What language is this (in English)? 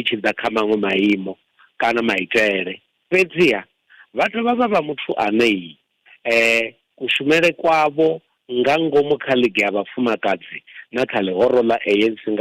Venda